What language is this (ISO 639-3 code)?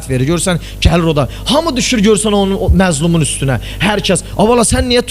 aze